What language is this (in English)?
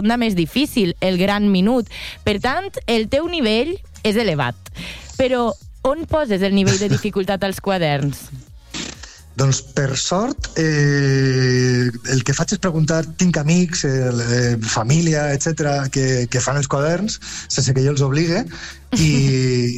Catalan